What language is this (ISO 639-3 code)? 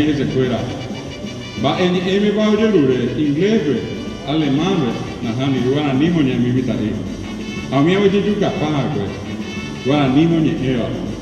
grn